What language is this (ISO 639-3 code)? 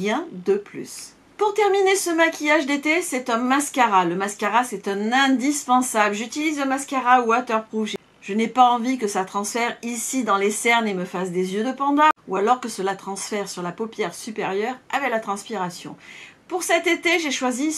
fra